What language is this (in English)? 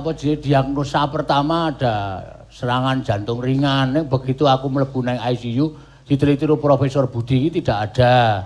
Javanese